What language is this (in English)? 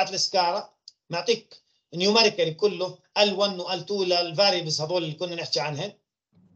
South Levantine Arabic